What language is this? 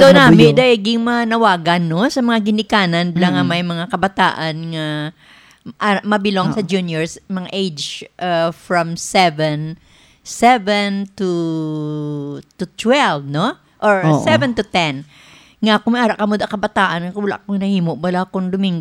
Hiligaynon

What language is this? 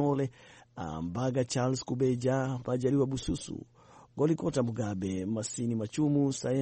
Swahili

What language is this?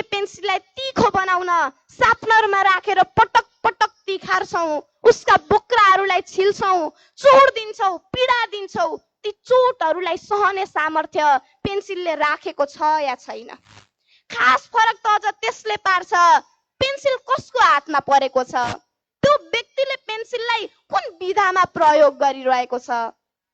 Nepali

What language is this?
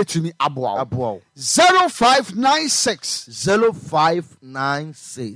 Akan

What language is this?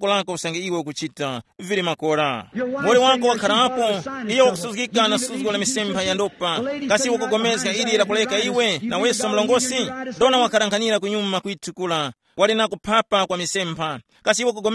Tumbuka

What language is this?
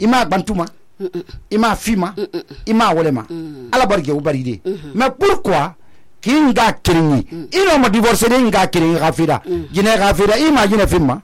Susu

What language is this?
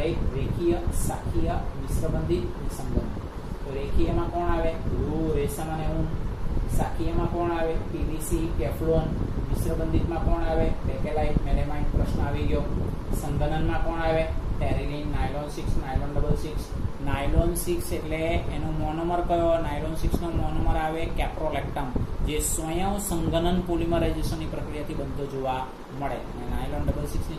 Gujarati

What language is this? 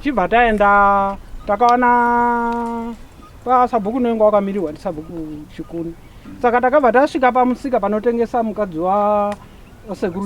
Shona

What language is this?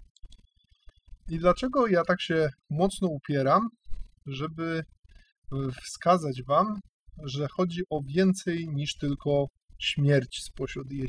Polish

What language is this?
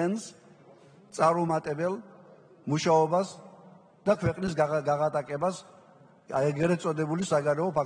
Georgian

